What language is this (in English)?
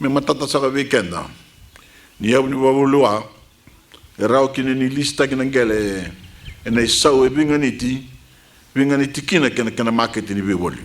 Fijian